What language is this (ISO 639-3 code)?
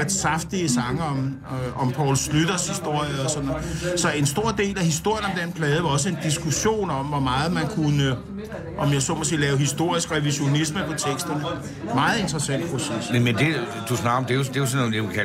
dan